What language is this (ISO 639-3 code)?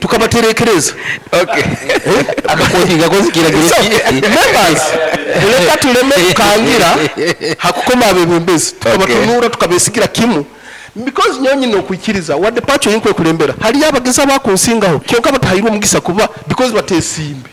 nyo